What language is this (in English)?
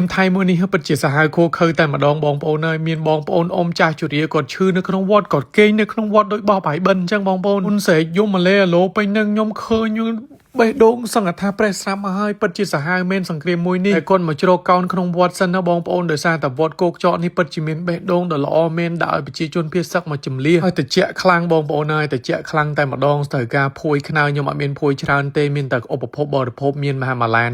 Khmer